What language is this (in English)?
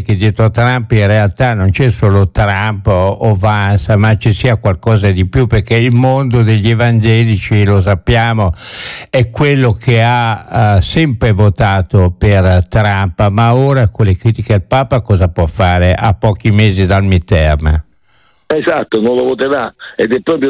Italian